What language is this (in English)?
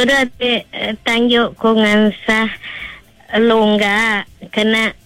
Iban